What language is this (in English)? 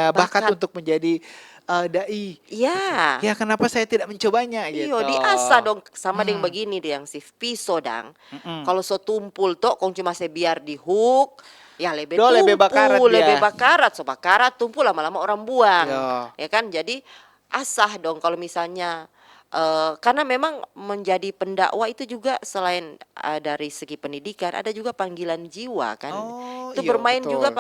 Manado Malay